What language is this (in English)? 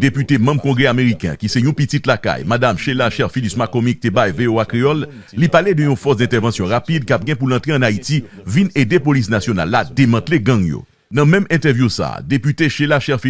Haitian Creole